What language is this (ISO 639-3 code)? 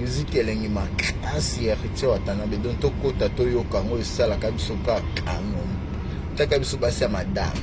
lin